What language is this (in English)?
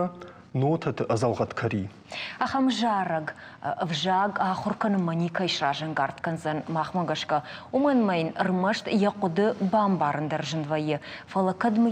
Ossetic